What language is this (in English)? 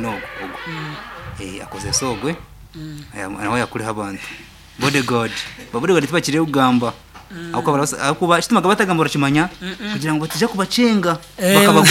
Nyankole